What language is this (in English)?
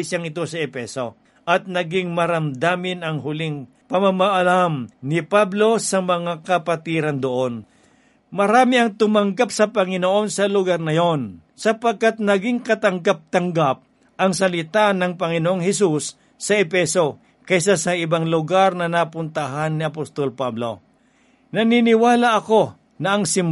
Filipino